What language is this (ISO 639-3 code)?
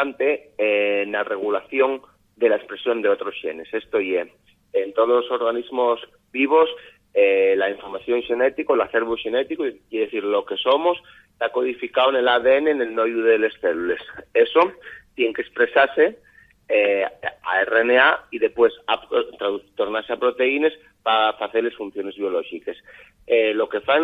ast